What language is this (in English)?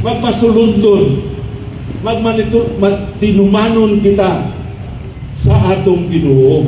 Cebuano